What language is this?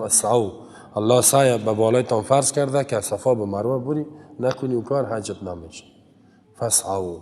Persian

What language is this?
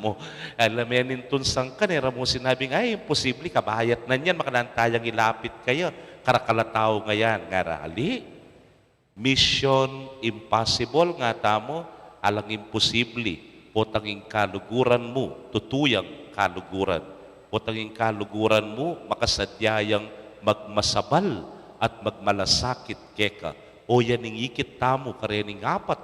Pampanga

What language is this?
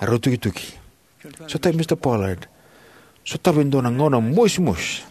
Fijian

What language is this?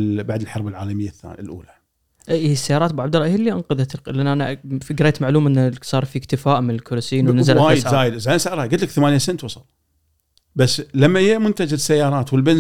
Gulf Arabic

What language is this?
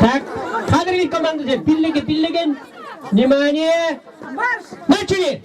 Chuvash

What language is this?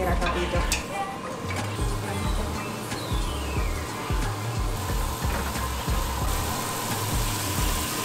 Italian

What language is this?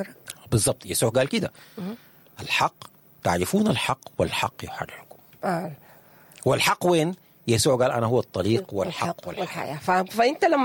Sudanese Arabic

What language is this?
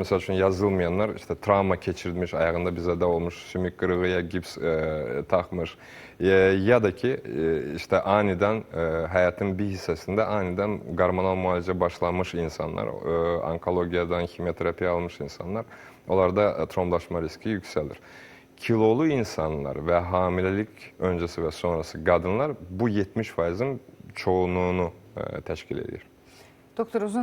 Azerbaijani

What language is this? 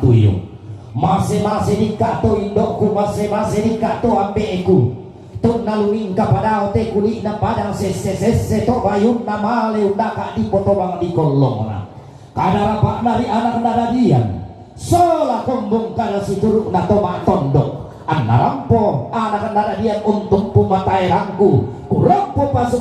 Toraja-Sa'dan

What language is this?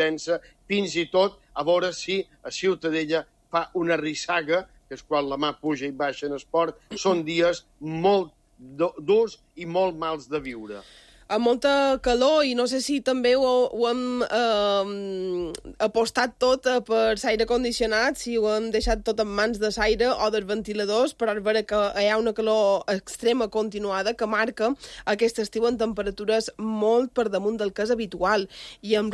Catalan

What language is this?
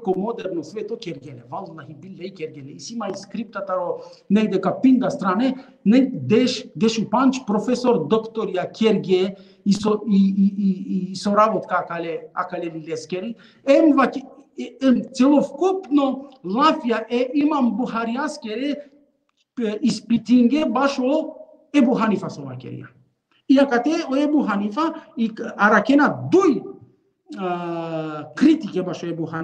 Balkan Romani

